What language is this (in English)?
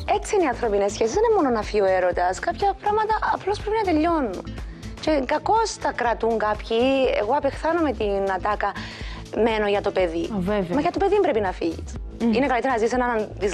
Greek